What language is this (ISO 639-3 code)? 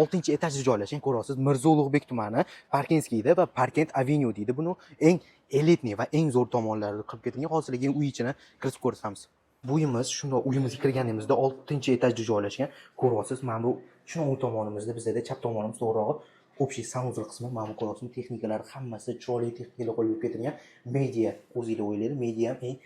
uzb